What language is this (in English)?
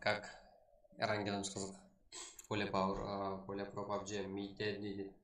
Kara-Kalpak